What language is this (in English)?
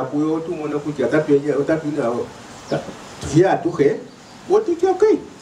Swahili